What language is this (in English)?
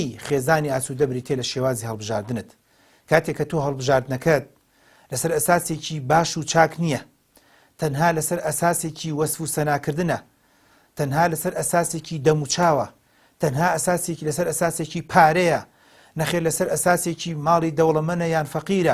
Central Kurdish